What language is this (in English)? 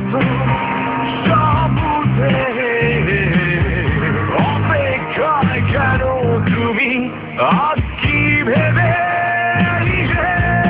Bangla